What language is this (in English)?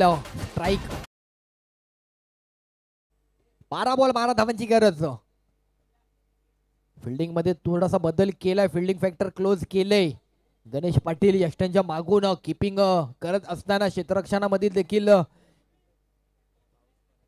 Marathi